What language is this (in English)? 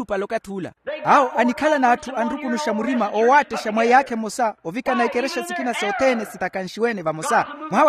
Makhuwa